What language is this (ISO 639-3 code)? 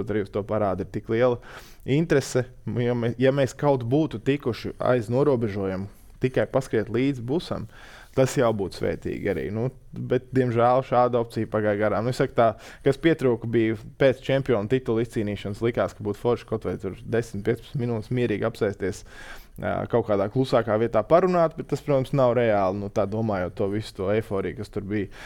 lav